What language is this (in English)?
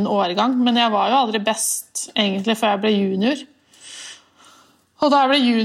Norwegian